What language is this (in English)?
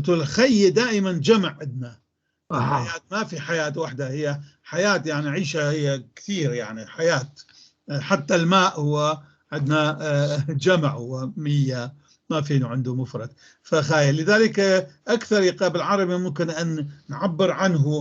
North Levantine Arabic